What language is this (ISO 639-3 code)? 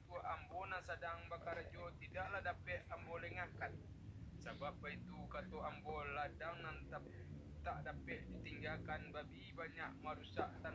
min